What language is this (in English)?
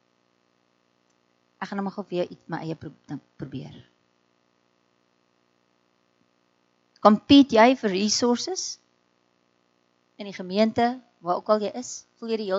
Afrikaans